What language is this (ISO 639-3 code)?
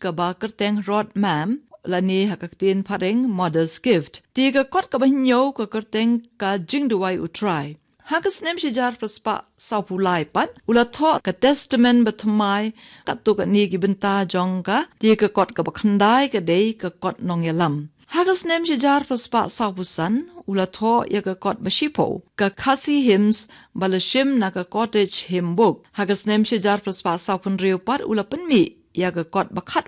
kha